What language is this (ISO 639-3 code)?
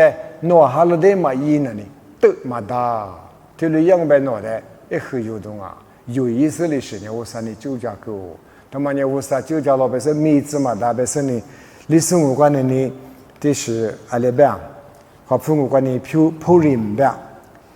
lis